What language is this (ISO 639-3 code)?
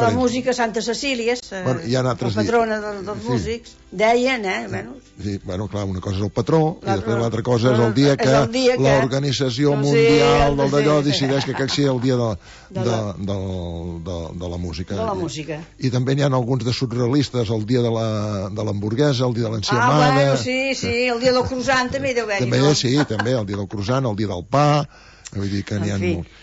cat